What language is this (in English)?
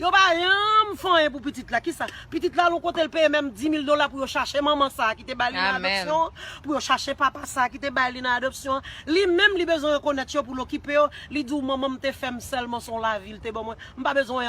Haitian Creole